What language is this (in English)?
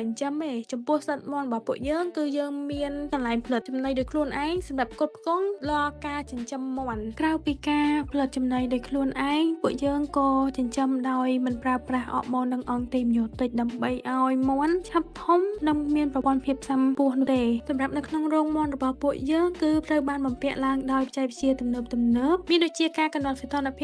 Khmer